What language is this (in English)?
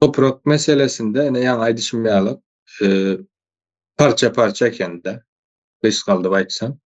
Turkmen